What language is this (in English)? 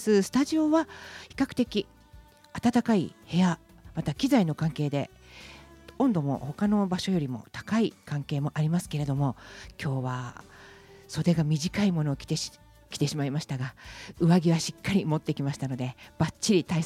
Japanese